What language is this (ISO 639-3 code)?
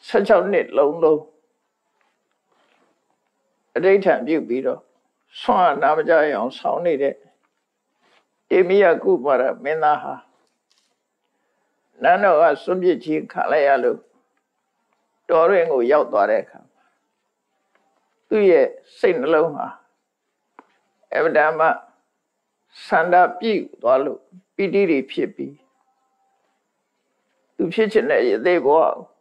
mya